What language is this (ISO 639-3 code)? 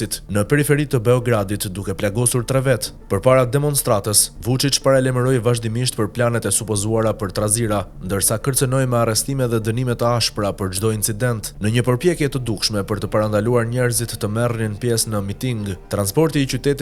sqi